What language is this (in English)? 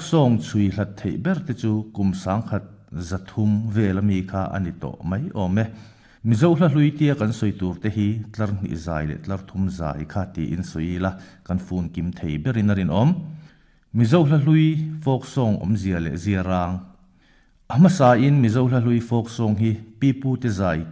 Mizo